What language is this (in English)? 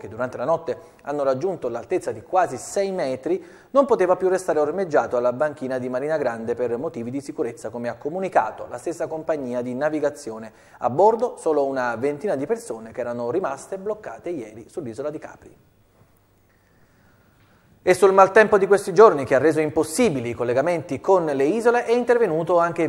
Italian